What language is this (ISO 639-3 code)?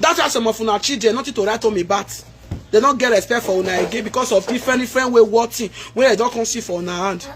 pcm